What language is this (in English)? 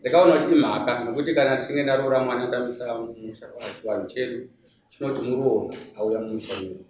Shona